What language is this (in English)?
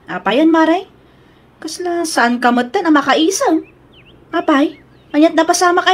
Iloko